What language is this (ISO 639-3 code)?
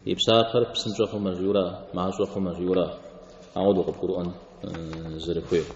kbd